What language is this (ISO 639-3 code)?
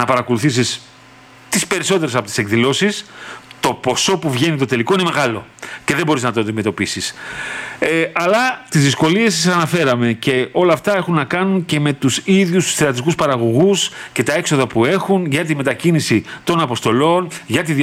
ell